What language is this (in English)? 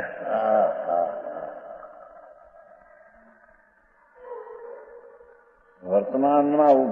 Gujarati